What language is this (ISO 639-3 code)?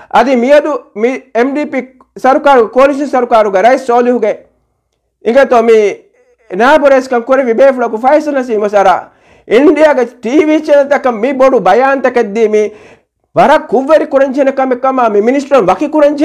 div